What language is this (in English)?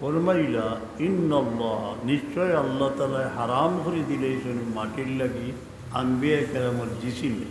Sylheti